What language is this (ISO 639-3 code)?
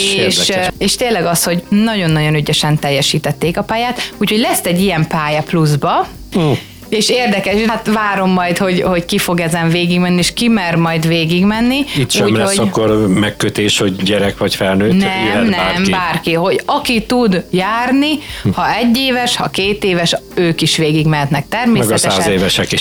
hun